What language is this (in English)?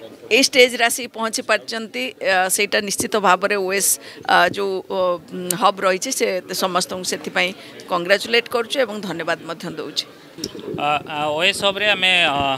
Odia